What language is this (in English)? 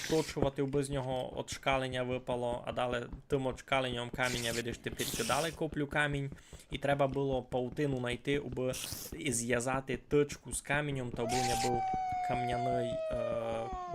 Rusyn